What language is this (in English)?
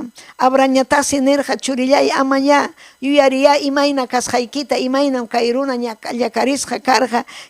Ayacucho Quechua